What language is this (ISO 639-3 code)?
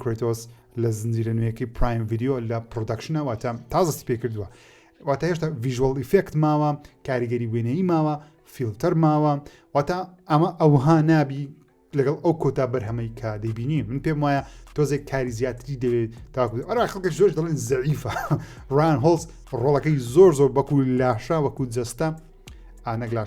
ckb